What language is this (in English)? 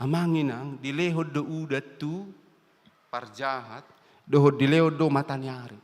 Batak Toba